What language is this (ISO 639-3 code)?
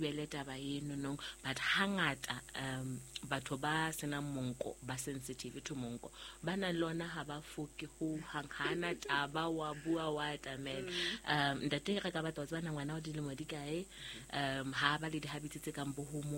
sot